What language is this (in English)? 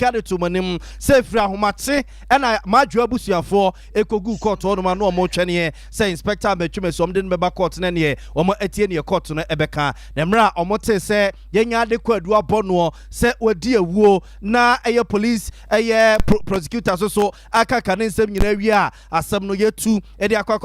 Akan